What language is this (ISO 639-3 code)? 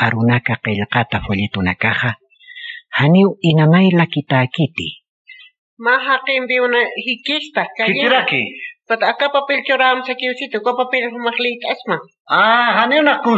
aym